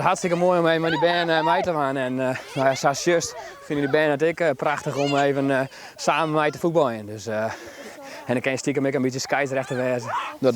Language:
Western Frisian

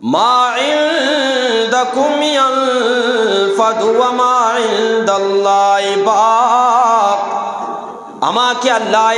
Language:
Eastern Balochi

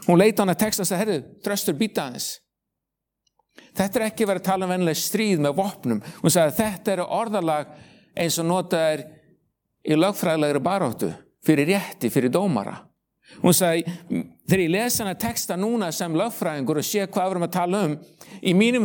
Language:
Icelandic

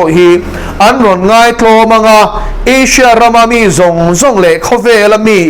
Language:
Mizo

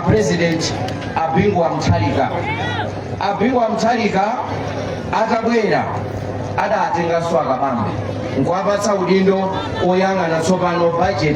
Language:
Nyanja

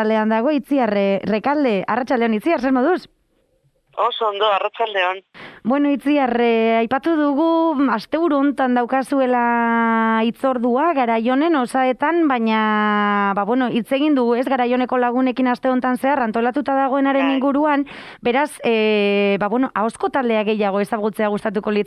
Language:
Basque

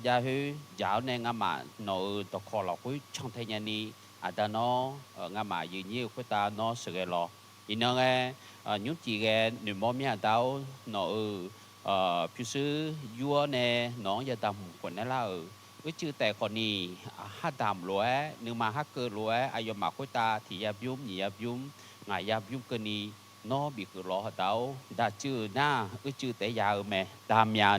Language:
Akha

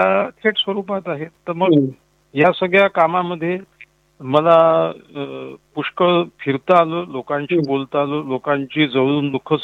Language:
Marathi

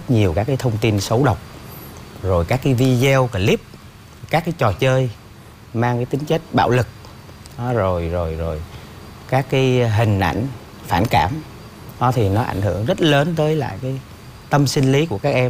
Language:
Vietnamese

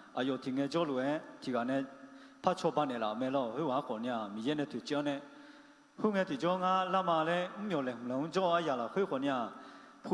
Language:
Akha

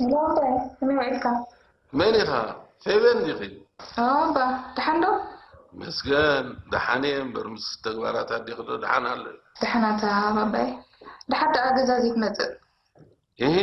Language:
Tigrinya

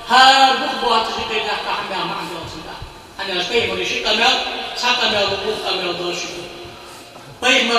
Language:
Ingush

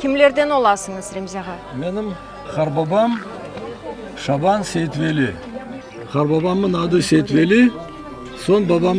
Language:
Crimean Tatar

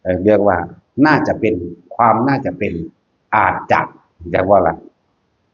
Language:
Northeastern Thai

